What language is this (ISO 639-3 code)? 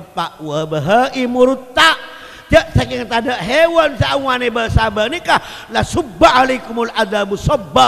mad